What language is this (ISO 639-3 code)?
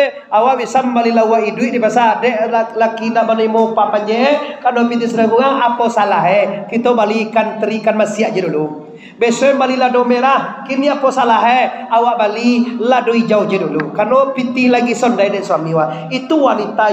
min